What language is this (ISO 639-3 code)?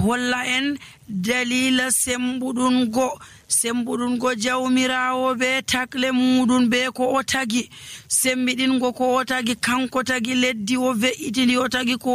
fuv